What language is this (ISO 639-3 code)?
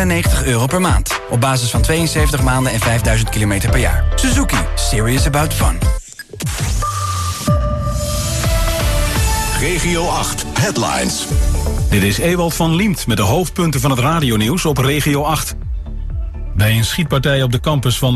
nld